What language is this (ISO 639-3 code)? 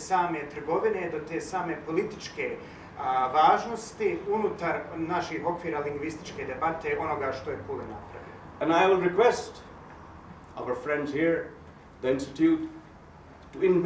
bos